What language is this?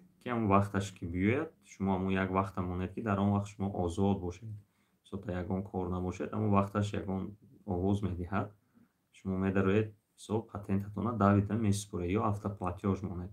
Tajik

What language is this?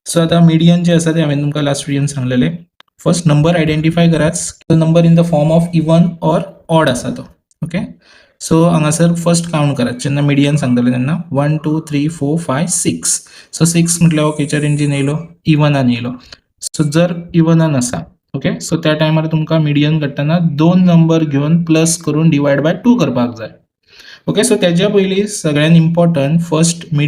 Konkani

